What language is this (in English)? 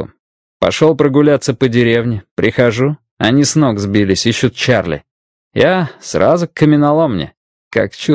Russian